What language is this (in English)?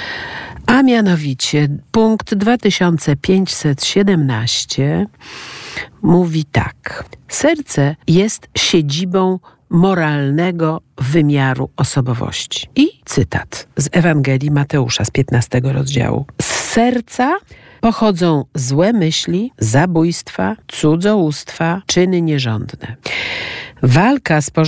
Polish